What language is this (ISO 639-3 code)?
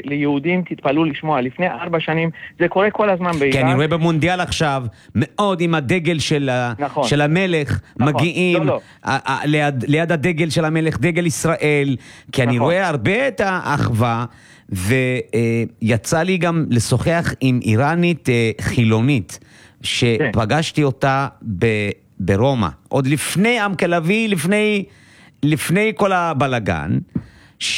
heb